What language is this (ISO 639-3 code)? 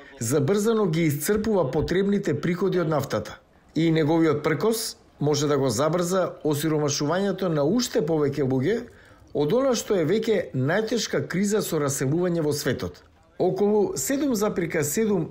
mkd